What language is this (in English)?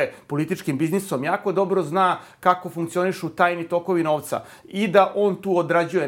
Serbian